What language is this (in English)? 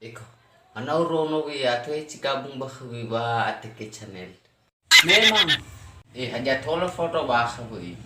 Nias